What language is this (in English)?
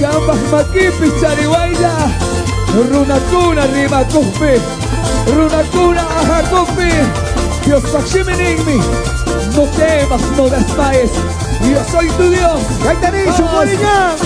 Chimborazo Highland Quichua